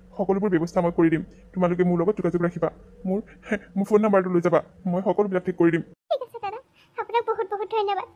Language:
Assamese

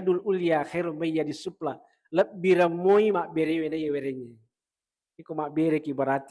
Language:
Buginese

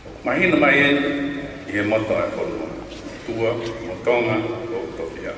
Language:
Tongan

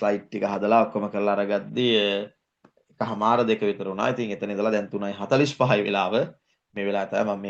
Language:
Sinhala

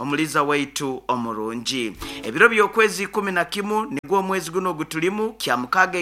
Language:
Nyoro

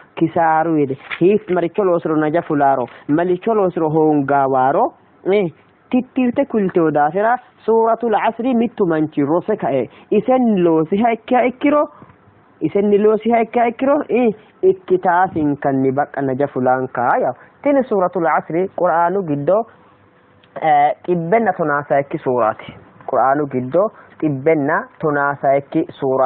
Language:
Sidamo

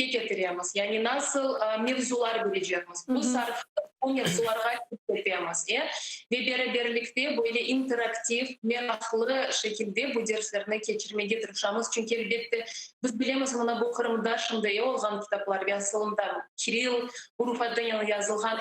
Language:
Crimean Tatar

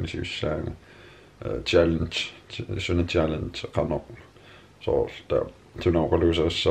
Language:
Kalaallisut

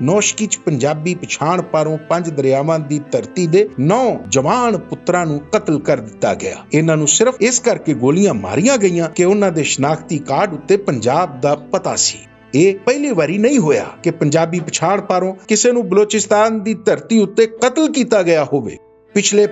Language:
Western Panjabi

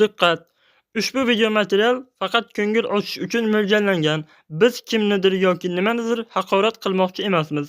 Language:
Uzbek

